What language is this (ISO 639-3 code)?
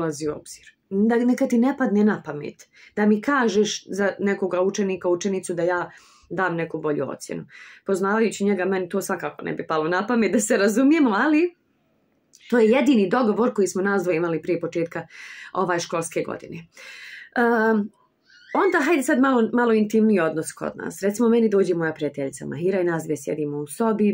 bos